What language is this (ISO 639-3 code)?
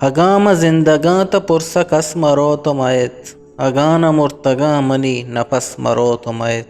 bgp